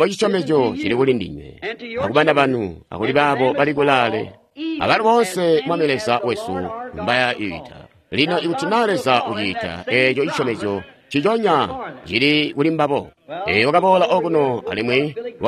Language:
Tonga (Zambia)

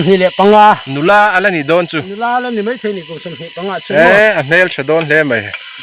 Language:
Mizo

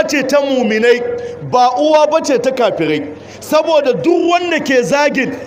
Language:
Hausa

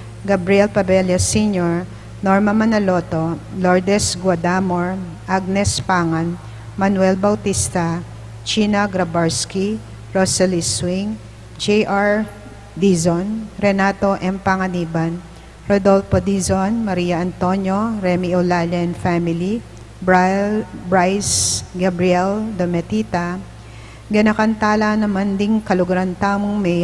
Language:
Pampanga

